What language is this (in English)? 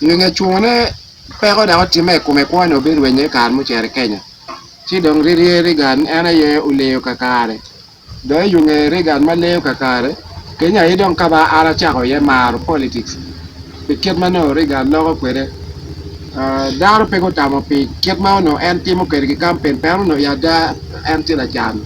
Acoli